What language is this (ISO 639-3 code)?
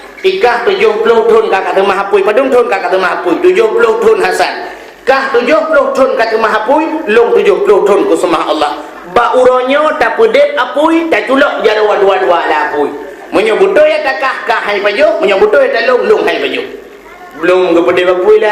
ace